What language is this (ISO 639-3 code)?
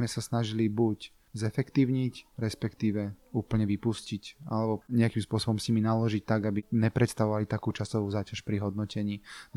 slk